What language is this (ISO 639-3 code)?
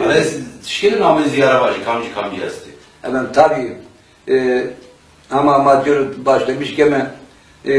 zza